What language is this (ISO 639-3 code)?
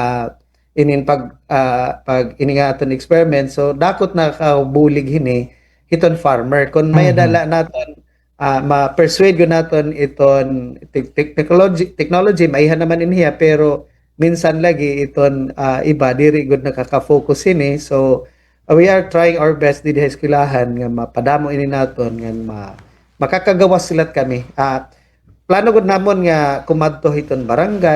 war